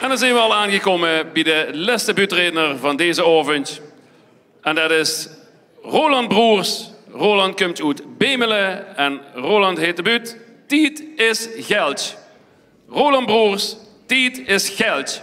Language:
Limburgish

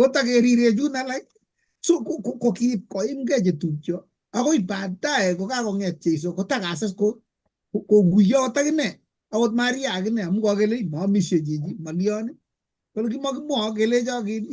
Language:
Kalenjin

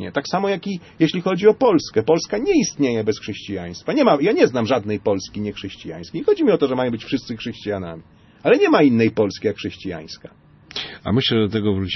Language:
Polish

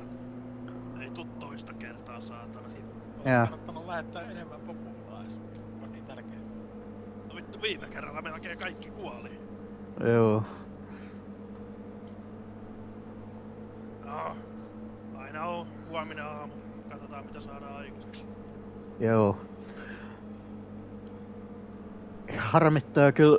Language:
Finnish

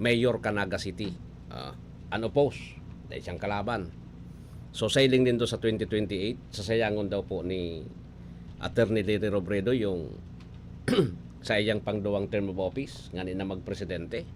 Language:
Bikol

